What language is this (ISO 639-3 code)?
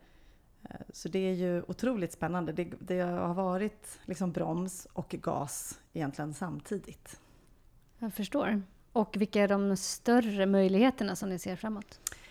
swe